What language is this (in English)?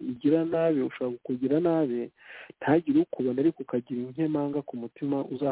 Kinyarwanda